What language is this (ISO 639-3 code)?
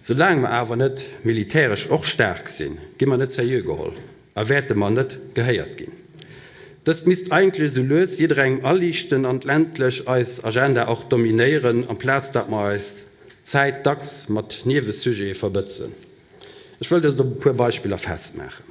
ltz